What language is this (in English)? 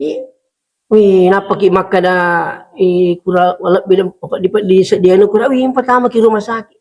Buginese